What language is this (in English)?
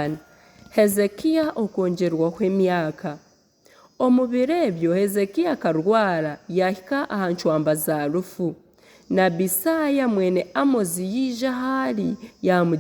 Nyankole